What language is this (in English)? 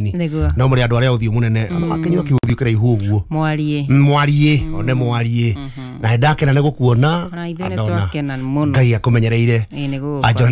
Kikuyu